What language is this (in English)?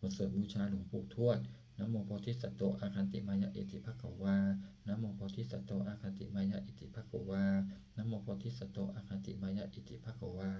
Pali